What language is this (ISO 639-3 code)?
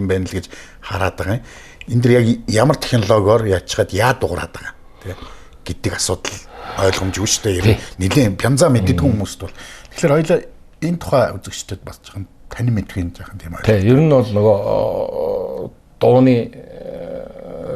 mon